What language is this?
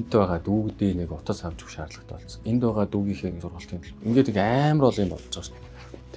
Mongolian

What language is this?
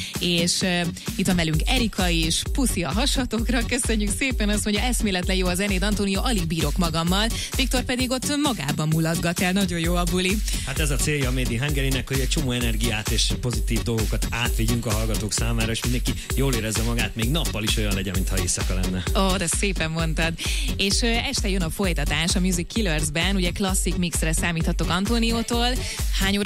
Hungarian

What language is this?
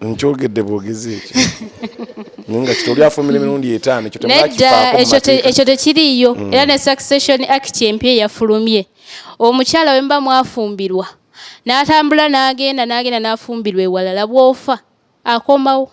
Ganda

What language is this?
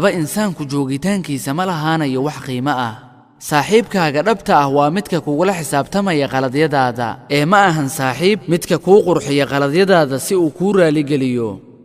Somali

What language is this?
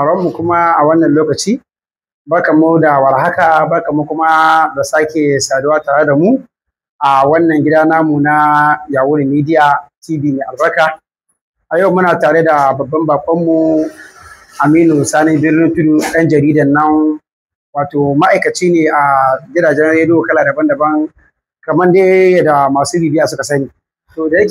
Hausa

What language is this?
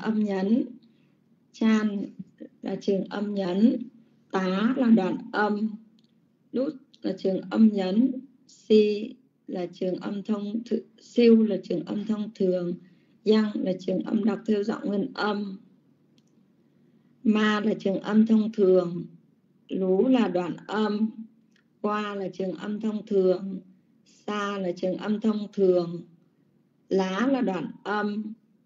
Vietnamese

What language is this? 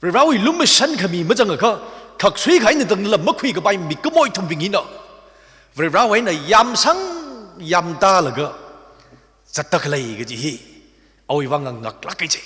Tangkhul Naga (India)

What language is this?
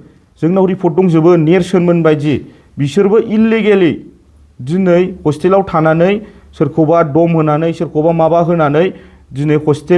Bodo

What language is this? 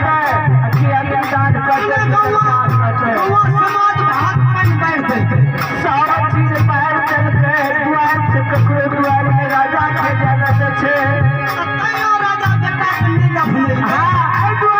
Maithili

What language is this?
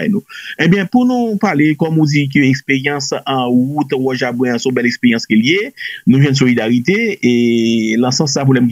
Haitian Creole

